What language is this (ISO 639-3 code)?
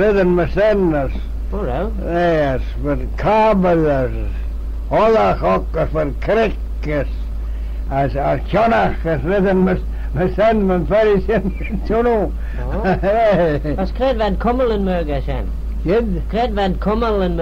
glv